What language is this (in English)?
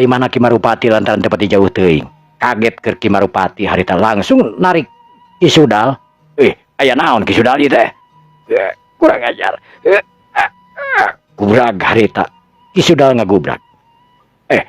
Sundanese